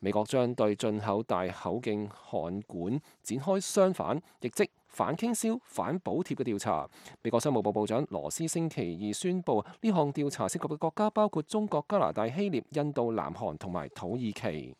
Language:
Cantonese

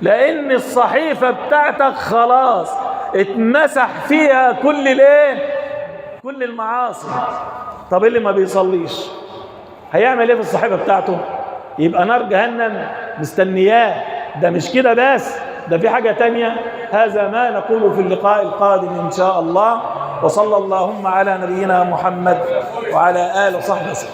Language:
Egyptian Arabic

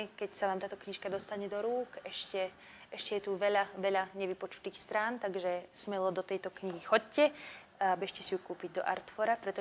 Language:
Slovak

